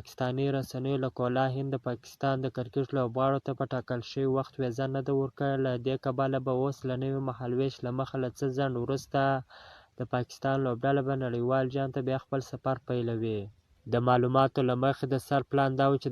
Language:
Pashto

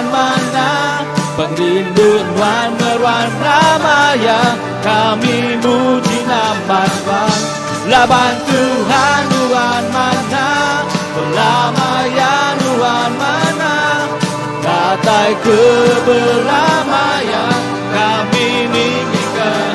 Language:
Iban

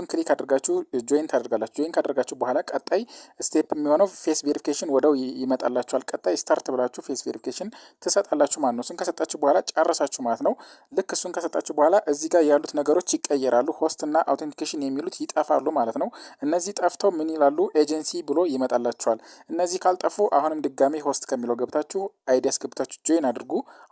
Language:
Amharic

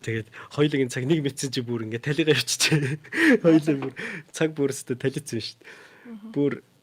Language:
Mongolian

